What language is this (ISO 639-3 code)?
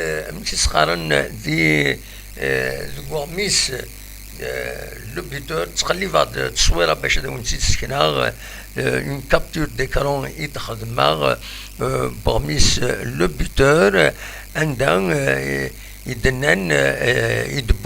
kab